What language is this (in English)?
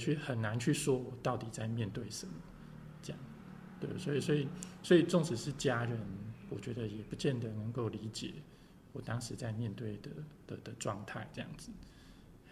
Chinese